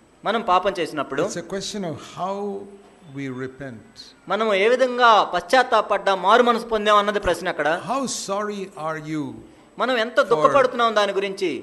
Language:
Telugu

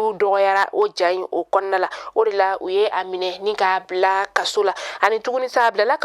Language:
Bambara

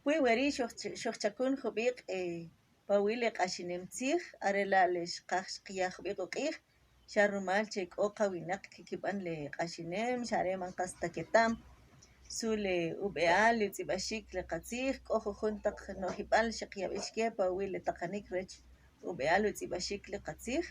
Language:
Kʼicheʼ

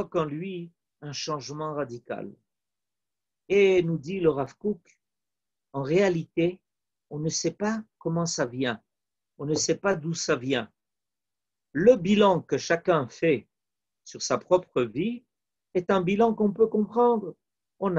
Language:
French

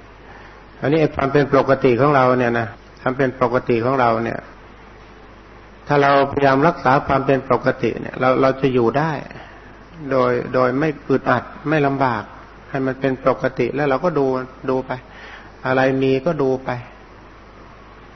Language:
Thai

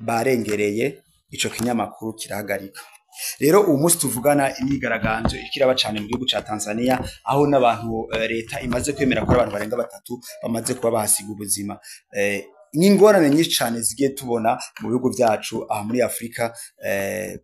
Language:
Rundi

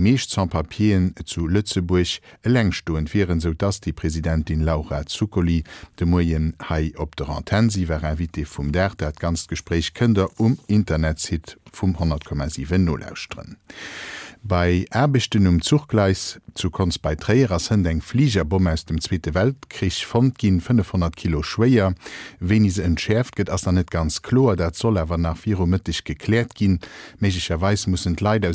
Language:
Luxembourgish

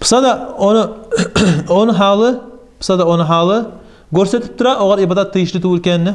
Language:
Kumyk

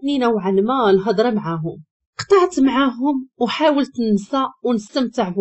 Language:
Moroccan Arabic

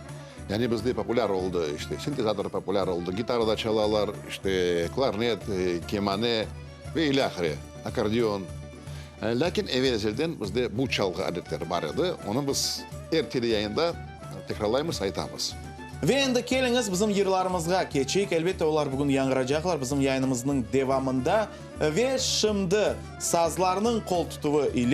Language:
Crimean Tatar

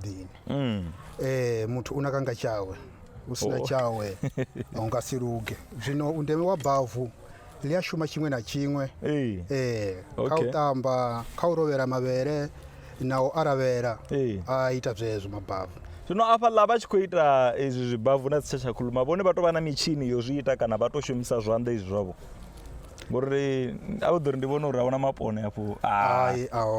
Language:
Venda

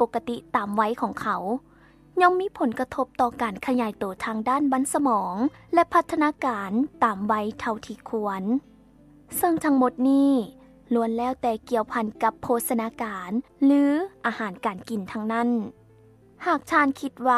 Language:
Lao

